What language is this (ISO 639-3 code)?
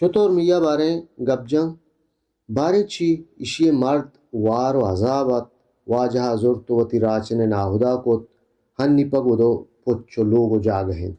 bal